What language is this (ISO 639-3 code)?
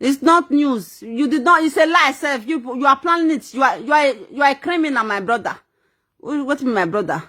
pcm